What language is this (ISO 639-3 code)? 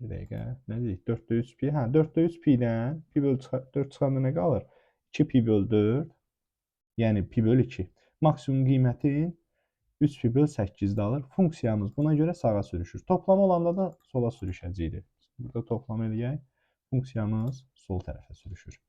aze